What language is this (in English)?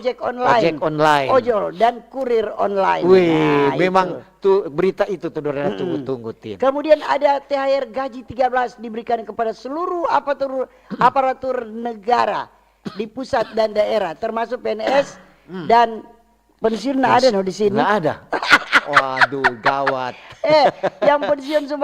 Manado Malay